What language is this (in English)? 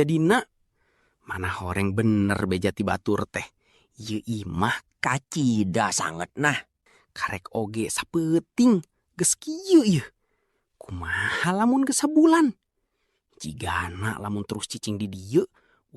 Sundanese